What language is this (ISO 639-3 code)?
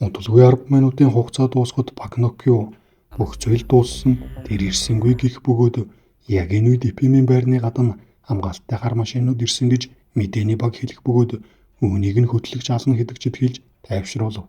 mon